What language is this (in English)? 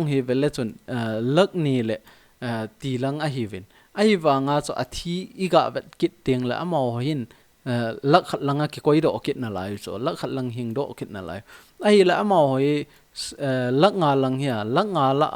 Thado Chin